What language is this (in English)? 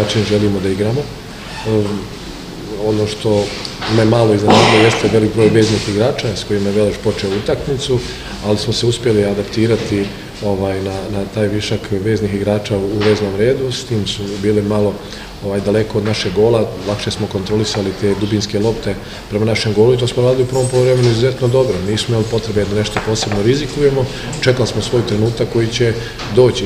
Bosnian